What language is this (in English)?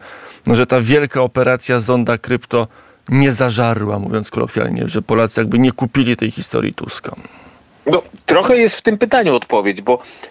Polish